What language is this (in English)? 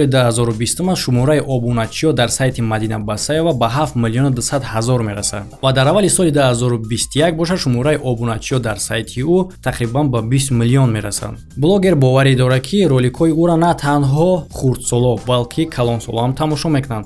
Tajik